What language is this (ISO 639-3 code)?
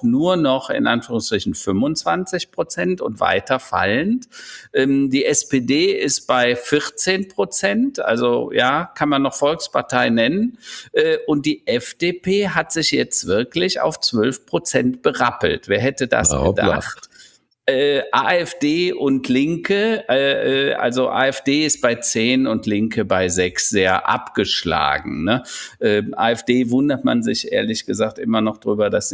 deu